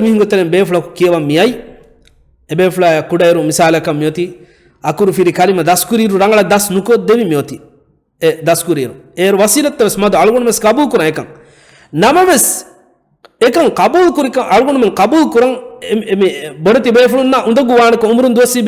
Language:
Divehi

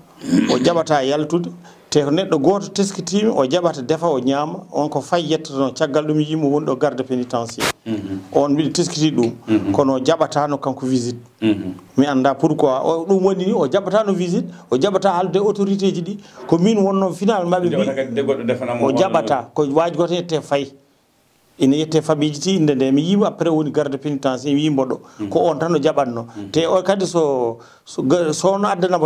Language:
Fula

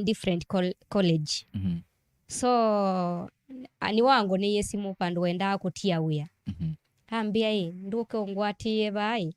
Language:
Kamba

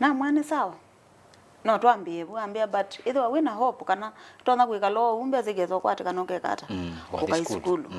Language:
Kamba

